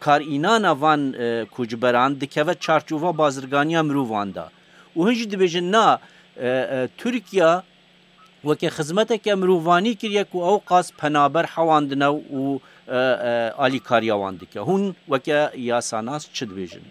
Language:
Kurdish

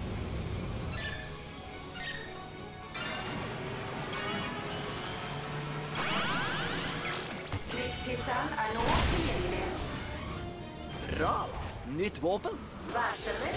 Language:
Norwegian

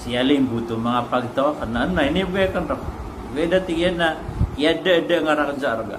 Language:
Maranao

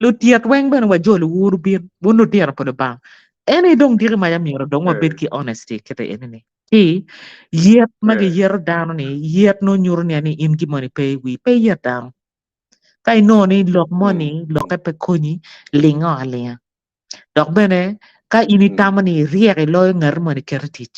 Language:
Acoli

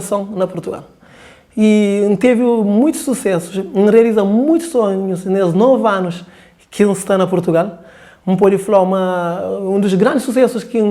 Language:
Kabuverdianu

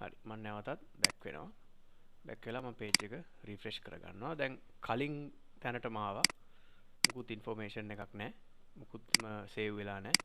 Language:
Sinhala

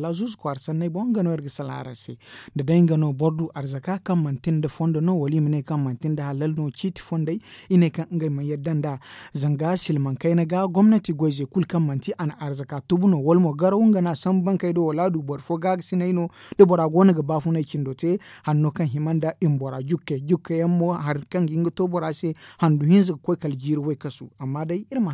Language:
Zarma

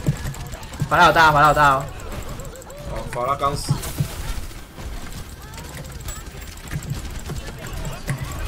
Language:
Chinese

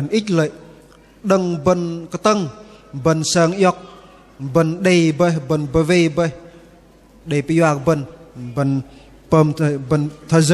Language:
Bahnar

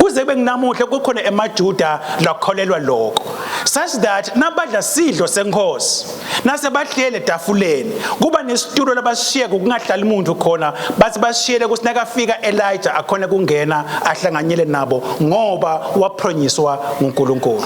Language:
Swati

